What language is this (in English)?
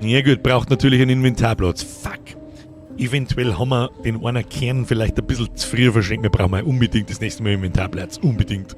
Bavarian